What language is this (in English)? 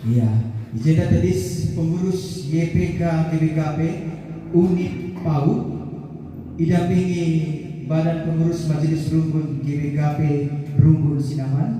Batak Karo